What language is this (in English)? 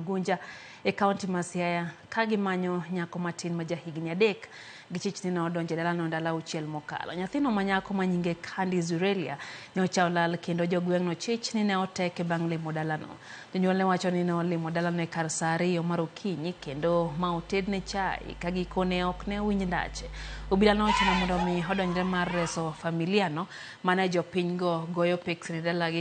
Luo (Kenya and Tanzania)